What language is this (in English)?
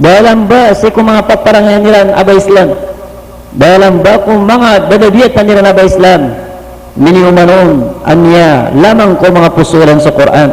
Maranao